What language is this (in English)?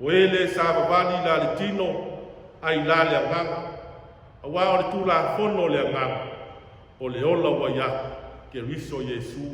Samoan